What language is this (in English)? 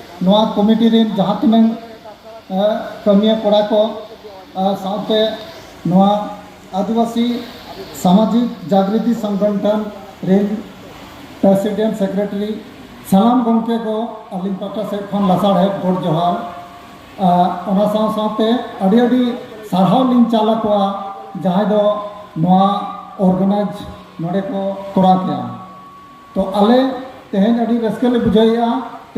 Santali